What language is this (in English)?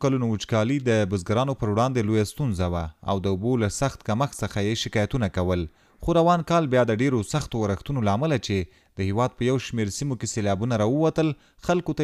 Pashto